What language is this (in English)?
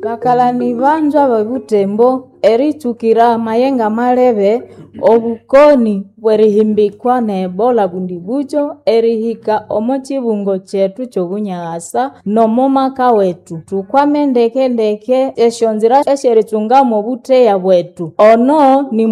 Nande